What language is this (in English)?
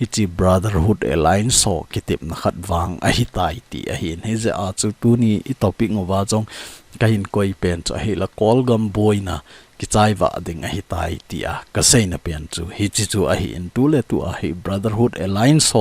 Thado Chin